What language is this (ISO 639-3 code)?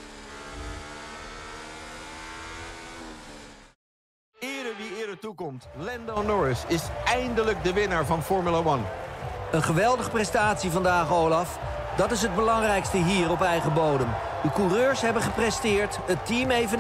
nld